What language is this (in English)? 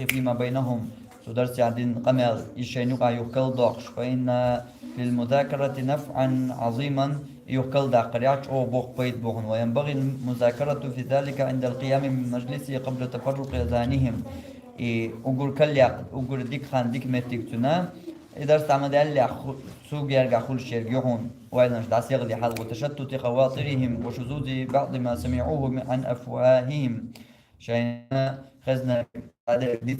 Chechen